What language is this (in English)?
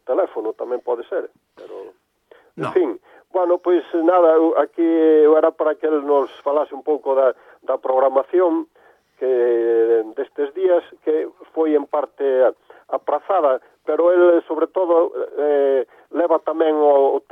Galician